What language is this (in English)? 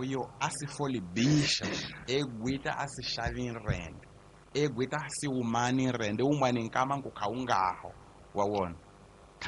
Tsonga